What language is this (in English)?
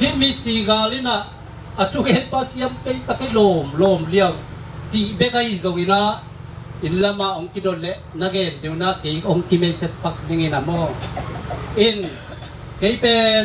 Tedim Chin